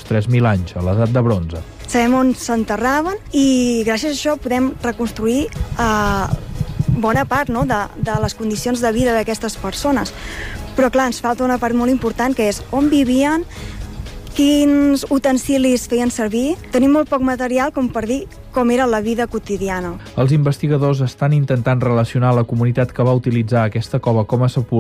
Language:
Catalan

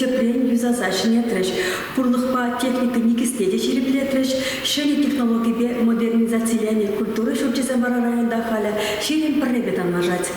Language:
Chuvash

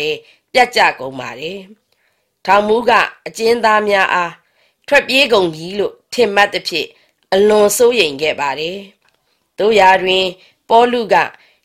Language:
Burmese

